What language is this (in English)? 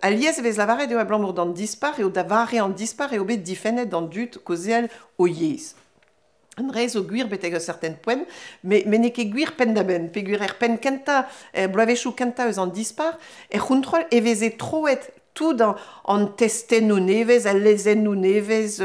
Breton